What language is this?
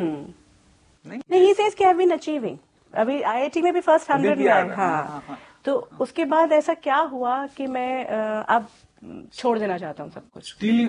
Hindi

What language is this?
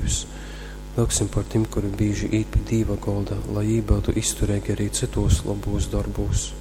Latgalian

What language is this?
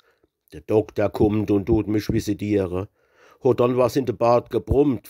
Palatine German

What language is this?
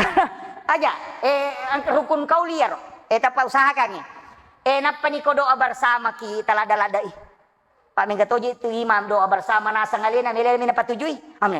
Buginese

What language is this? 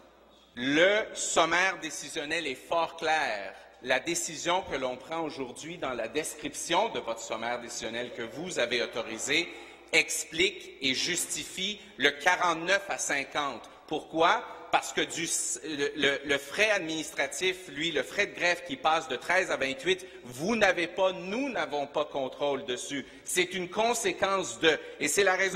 French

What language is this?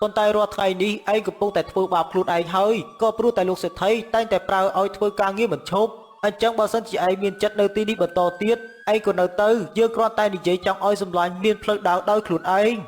Khmer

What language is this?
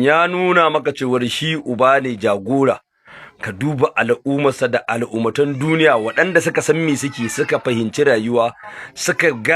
Hausa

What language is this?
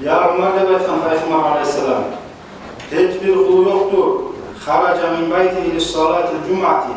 Kumyk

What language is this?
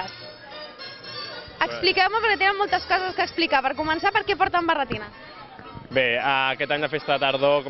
Catalan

